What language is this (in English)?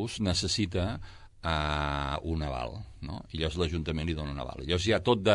Catalan